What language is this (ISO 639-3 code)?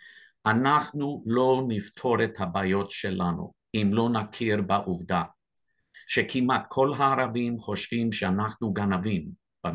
heb